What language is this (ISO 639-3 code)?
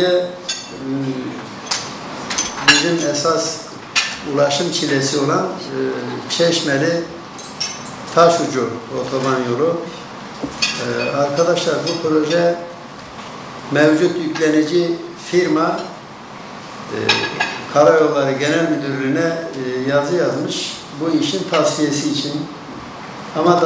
tur